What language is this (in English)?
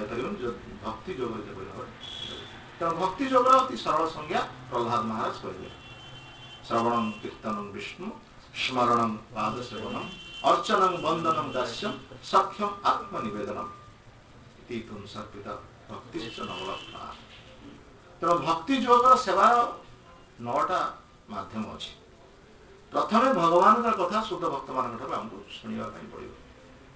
Odia